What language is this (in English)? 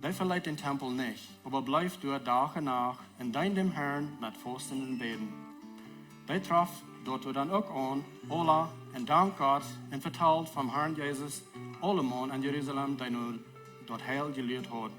Plautdietsch